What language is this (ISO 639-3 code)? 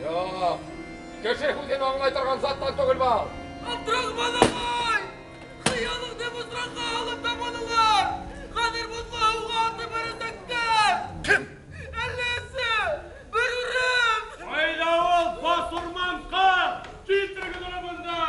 bak